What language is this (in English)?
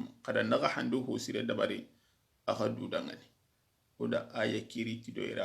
Soninke